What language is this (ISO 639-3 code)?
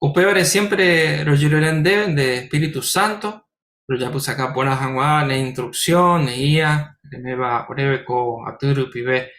grn